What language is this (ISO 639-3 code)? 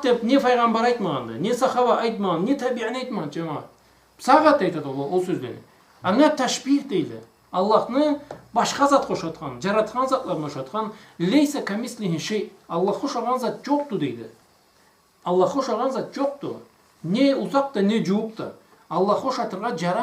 krc